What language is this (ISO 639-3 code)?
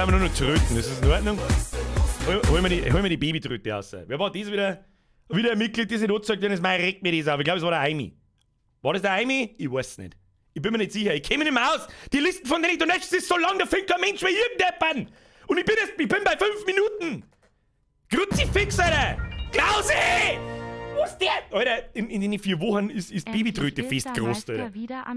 bar